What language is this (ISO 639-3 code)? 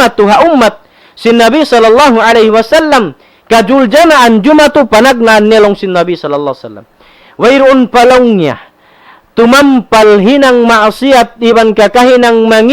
tsg